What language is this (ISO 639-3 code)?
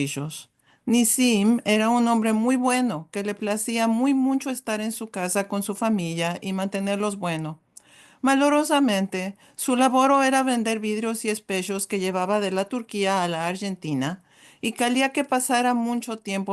lad